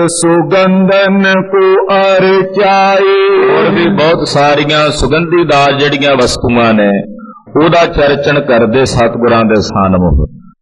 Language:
Punjabi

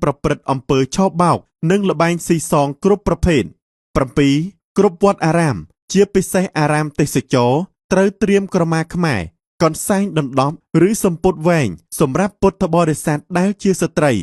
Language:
Khmer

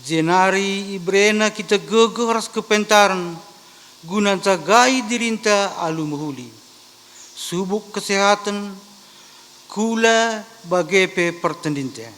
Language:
Batak Karo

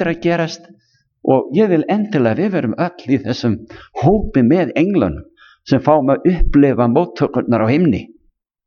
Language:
Icelandic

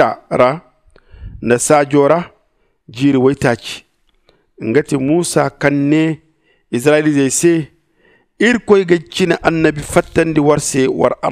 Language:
Zarma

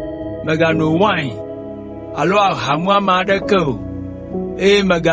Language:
Ewe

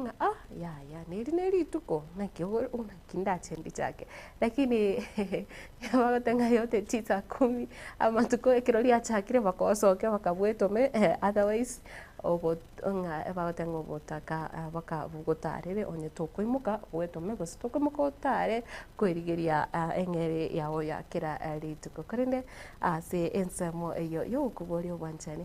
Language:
Gusii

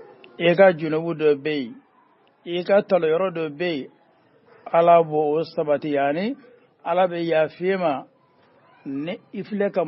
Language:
Bambara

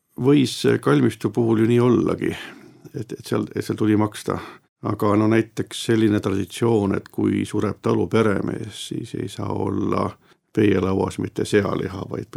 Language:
Estonian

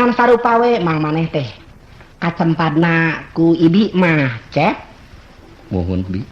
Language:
Sundanese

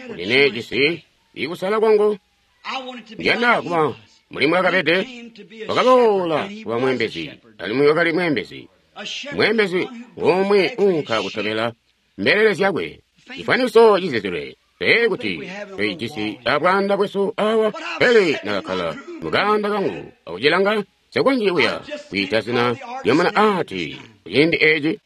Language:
Tonga (Zambia)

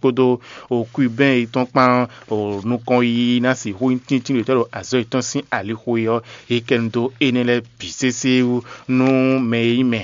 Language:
Fon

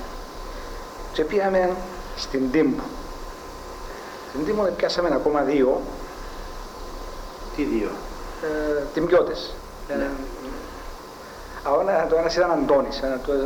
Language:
Greek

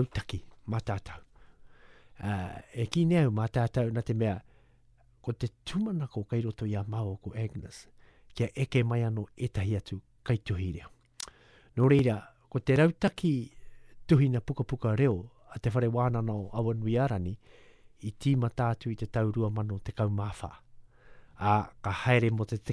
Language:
Māori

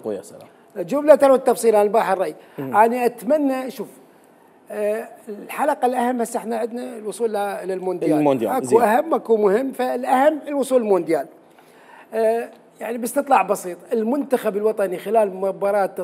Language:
Mesopotamian Arabic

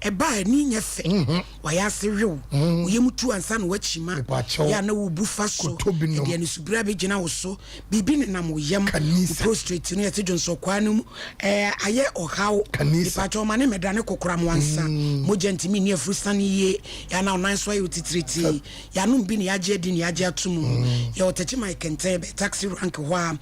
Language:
Akan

